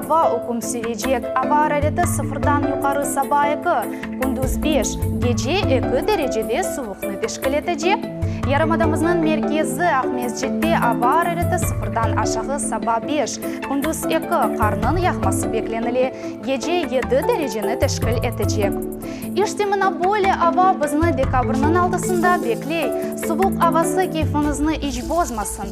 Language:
Crimean Tatar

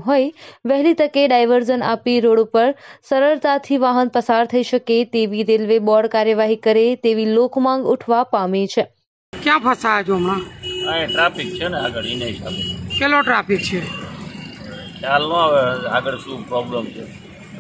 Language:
Gujarati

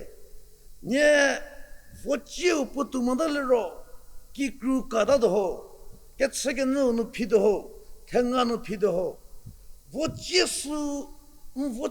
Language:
Angami Naga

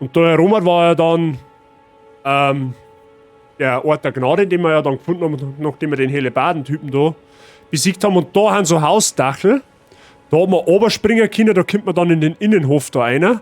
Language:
Bavarian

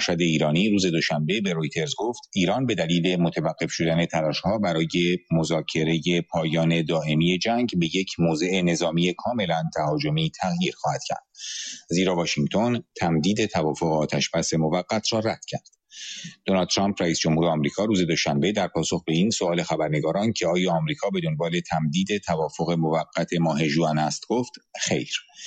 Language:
Persian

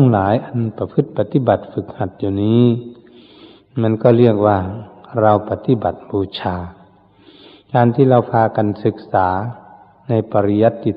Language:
Thai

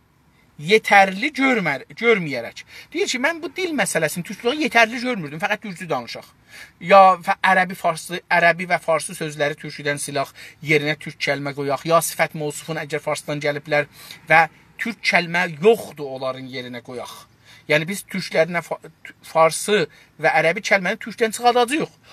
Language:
South Azerbaijani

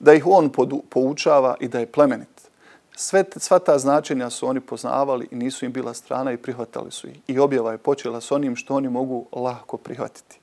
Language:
Bosnian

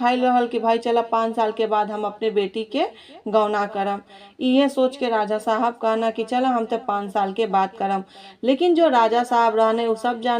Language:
Bhojpuri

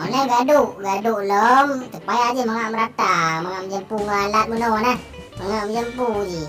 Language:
Achinese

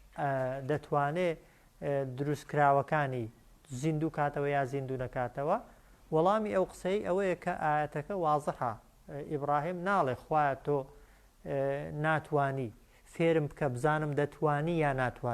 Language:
Central Kurdish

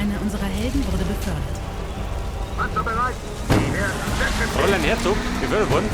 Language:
Bavarian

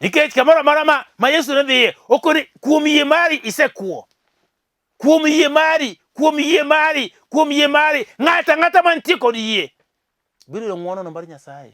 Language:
Luo (Kenya and Tanzania)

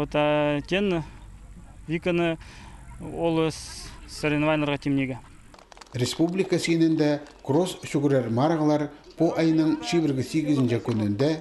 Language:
Khakas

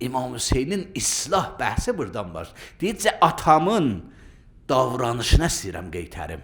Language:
Azerbaijani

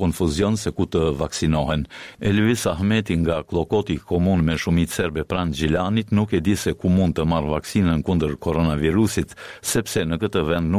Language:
Albanian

